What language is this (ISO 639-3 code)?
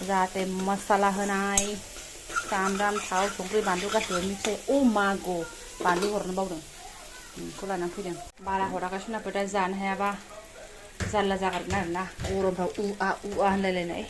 brx